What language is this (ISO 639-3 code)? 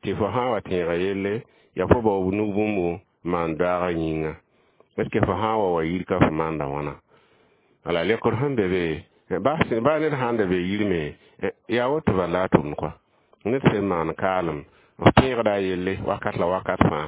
mos